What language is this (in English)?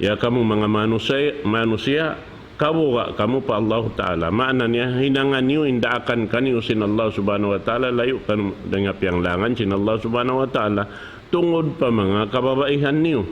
Tausug